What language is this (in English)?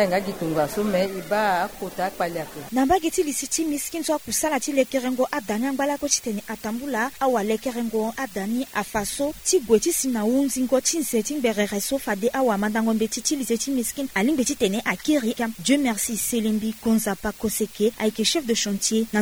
Sango